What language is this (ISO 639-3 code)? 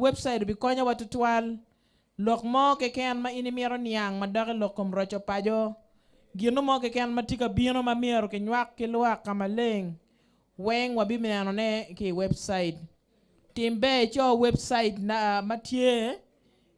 ach